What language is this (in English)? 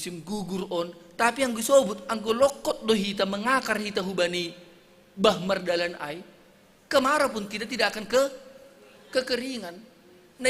Batak Simalungun